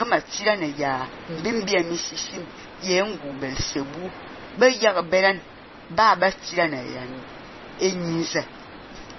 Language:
Fang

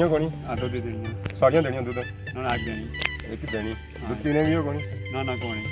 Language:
Pahari-Potwari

